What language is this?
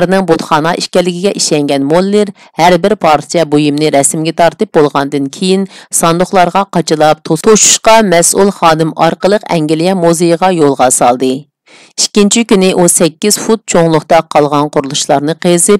Uyghur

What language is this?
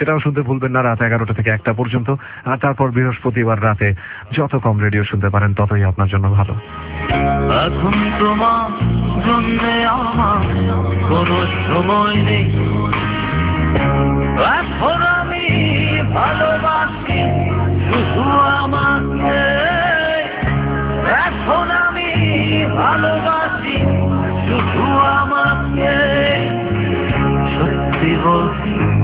Bangla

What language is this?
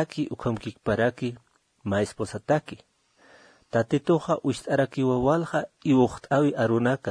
Aymara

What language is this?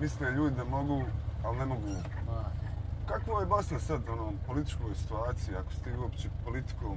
Bosnian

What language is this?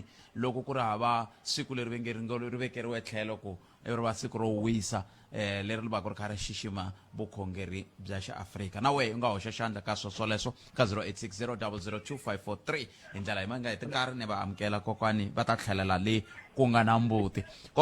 Tsonga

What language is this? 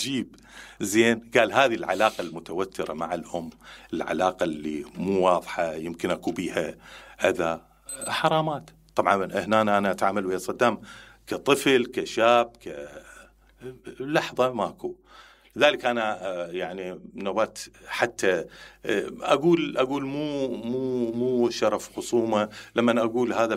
Mesopotamian Arabic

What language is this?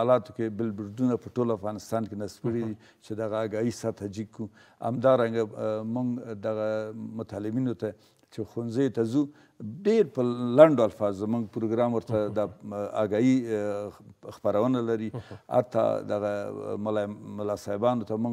Pashto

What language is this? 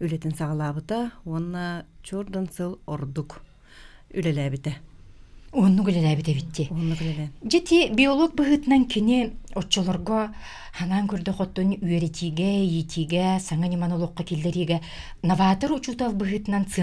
Yakut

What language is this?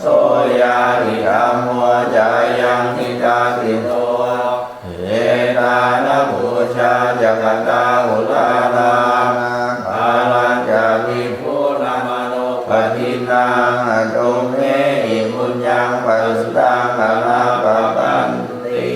Pali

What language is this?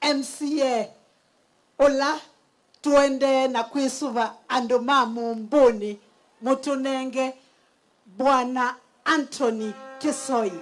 Kamba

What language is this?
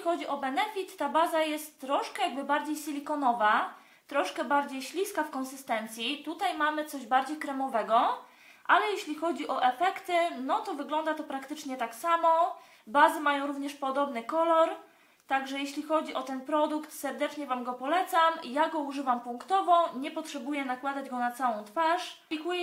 Polish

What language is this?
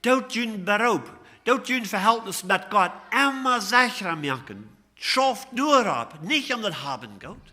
Plautdietsch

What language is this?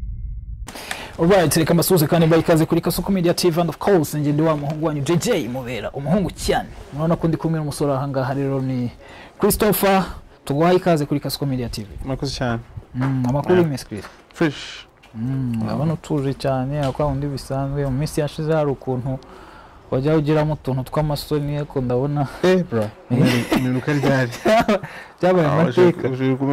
Kinyarwanda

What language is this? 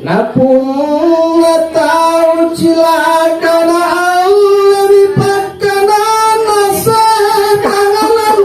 Makasar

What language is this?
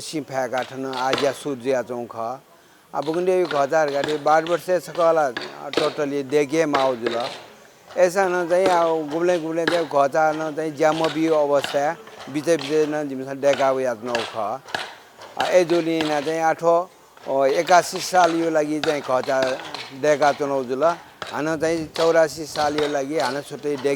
Newari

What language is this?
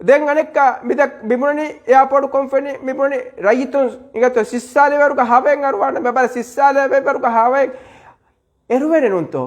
Divehi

